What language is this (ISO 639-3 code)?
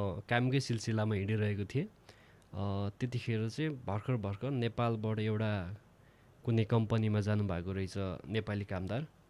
nep